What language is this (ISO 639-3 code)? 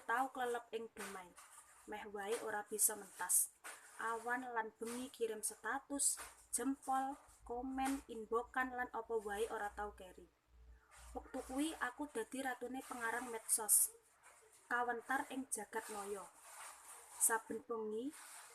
jav